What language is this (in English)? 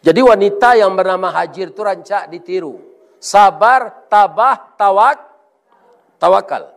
Minangkabau